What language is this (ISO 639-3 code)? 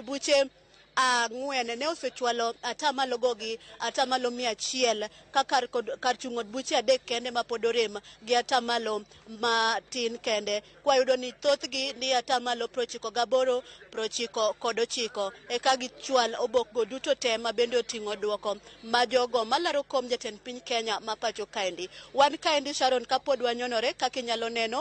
luo